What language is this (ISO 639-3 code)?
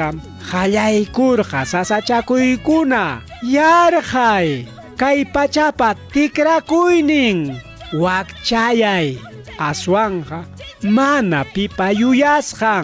quy